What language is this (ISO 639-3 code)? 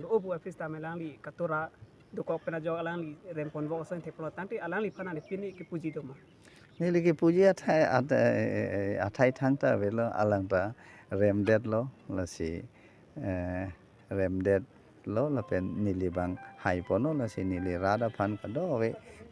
mjw